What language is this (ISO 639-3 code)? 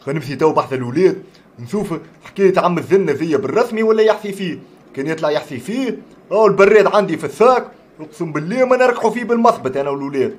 aeb